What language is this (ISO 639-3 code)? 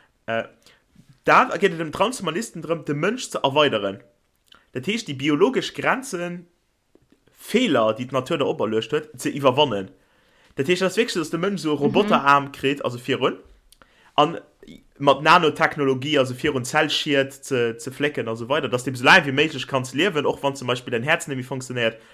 ltz